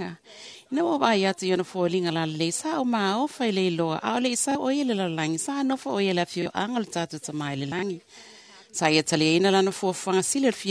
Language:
Samoan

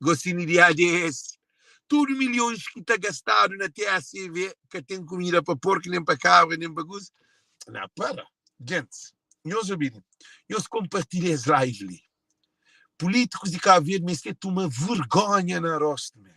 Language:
Kabuverdianu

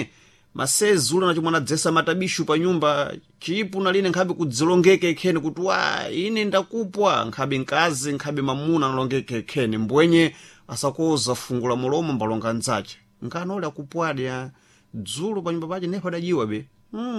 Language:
Sena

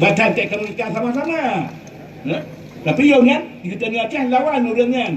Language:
Achinese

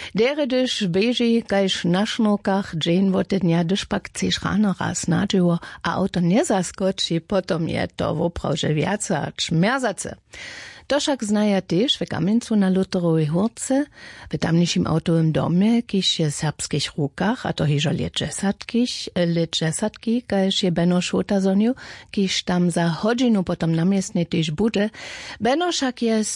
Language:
Upper Sorbian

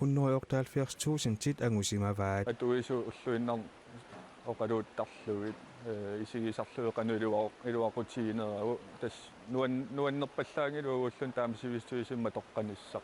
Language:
Kalaallisut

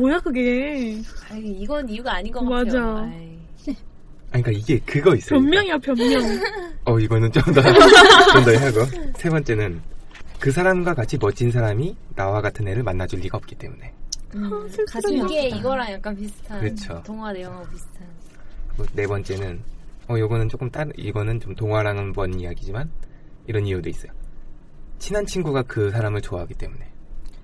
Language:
Korean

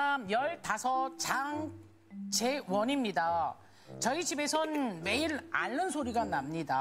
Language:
Korean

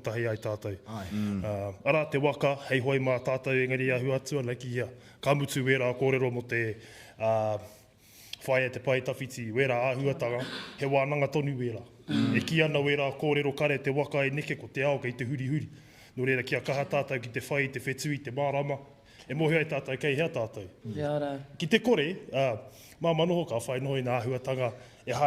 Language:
Māori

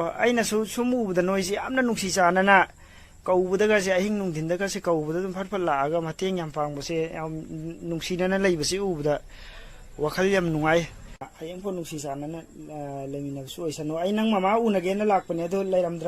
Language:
Manipuri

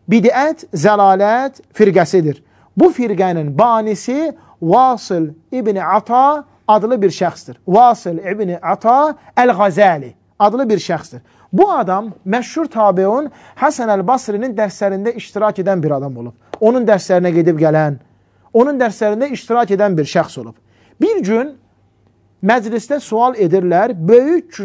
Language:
Azerbaijani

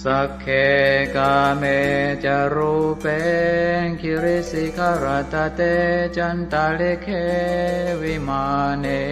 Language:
Pali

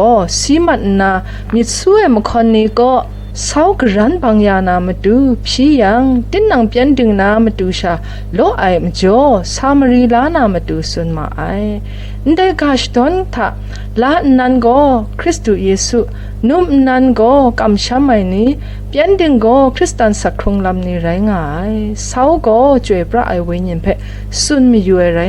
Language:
Kachin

